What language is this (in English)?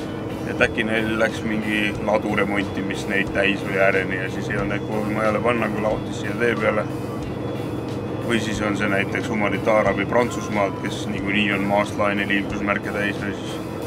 Estonian